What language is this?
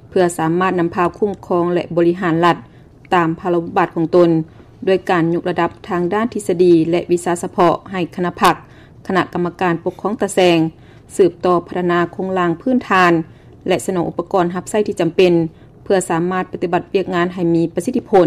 Lao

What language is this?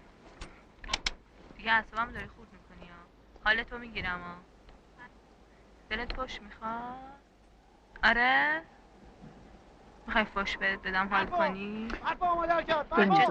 Persian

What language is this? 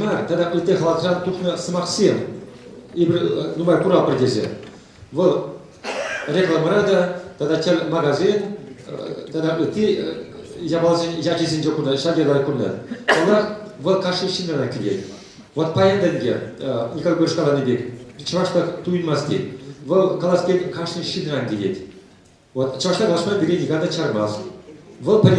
Chuvash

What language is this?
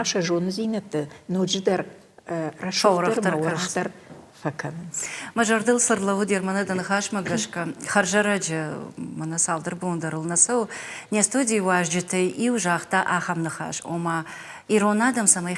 Ossetic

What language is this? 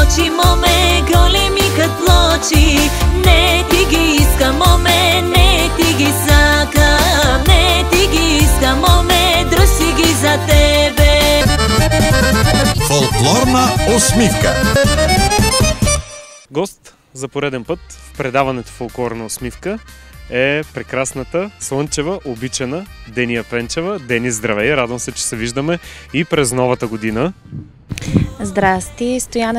Bulgarian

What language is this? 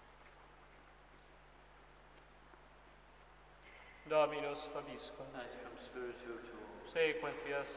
Latin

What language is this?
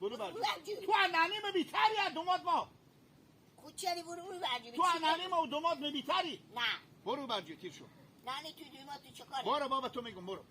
Hazaragi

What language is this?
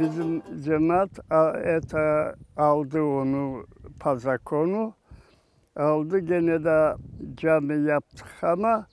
Crimean Tatar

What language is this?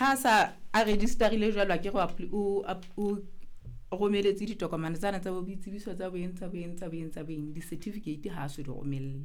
Southern Sotho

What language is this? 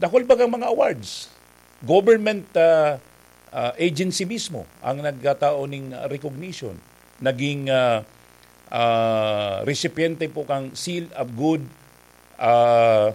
Bikol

